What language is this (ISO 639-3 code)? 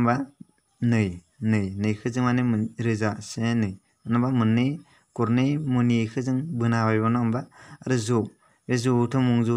brx